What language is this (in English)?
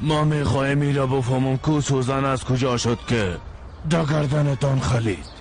Persian